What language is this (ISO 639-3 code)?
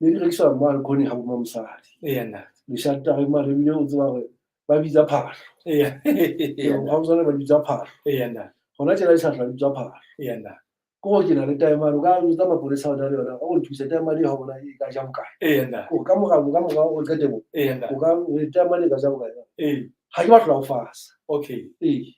sot